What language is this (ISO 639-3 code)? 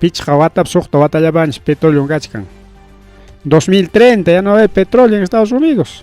quy